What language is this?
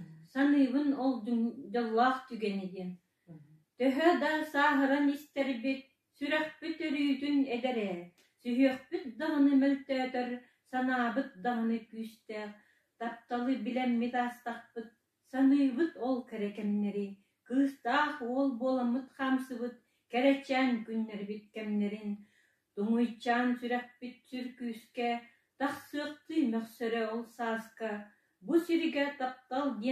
Yakut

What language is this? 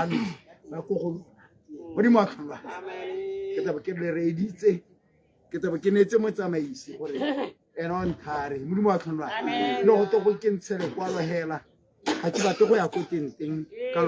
Tswana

